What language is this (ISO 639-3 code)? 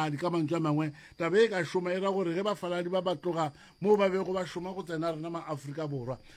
nso